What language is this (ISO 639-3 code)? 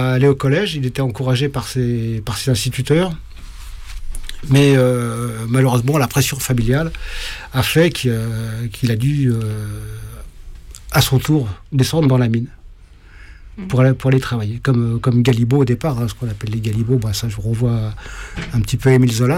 fra